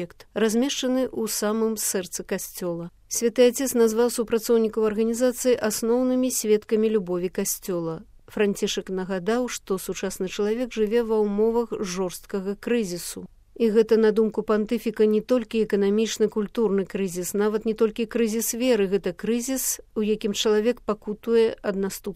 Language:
Belarusian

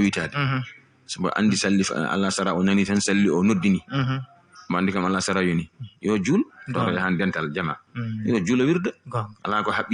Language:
Fula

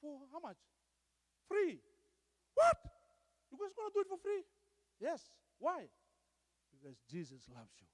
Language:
Fijian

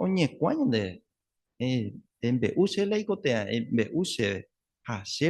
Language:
Guarani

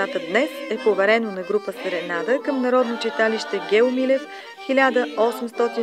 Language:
Bulgarian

